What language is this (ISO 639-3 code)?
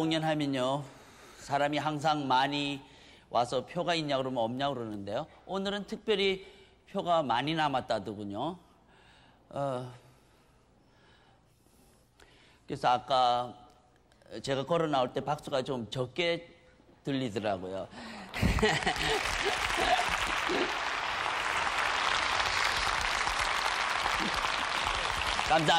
kor